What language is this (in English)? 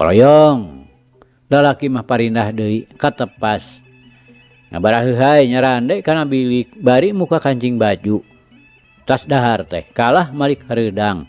Sundanese